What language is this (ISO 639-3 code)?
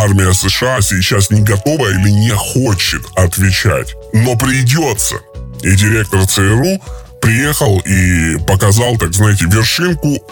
rus